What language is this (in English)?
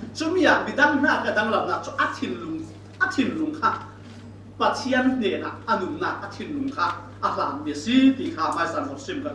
Falam Chin